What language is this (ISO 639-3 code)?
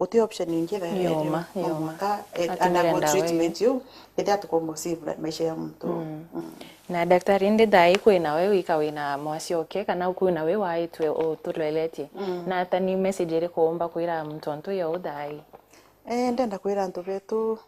mer